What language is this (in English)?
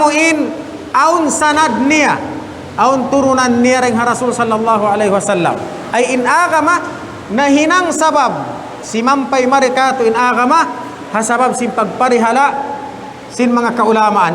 Tausug